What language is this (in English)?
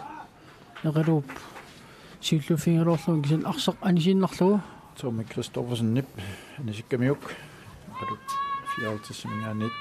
Kalaallisut